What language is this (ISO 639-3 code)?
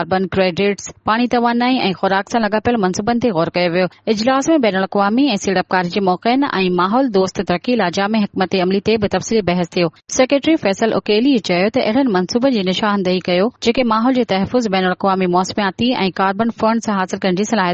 snd